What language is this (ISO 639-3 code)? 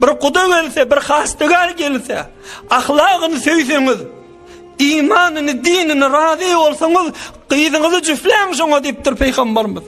tuk